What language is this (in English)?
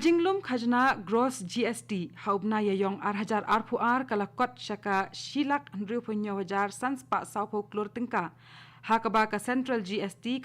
Khasi